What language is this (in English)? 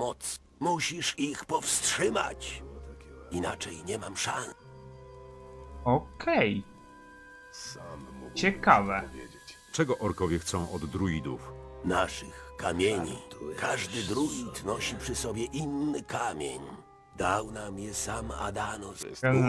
Polish